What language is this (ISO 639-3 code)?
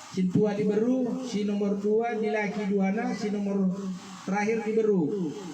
btx